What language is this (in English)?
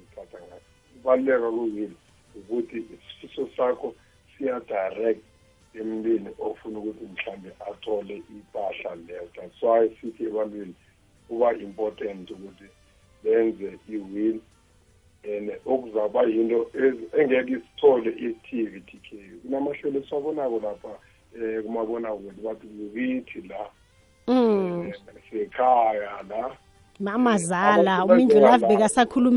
South Ndebele